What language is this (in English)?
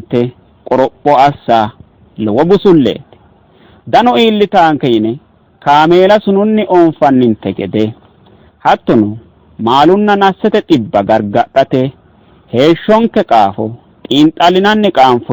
Sidamo